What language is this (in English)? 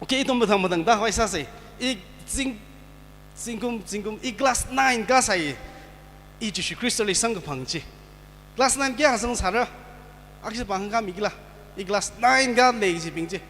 Tangkhul Naga (India)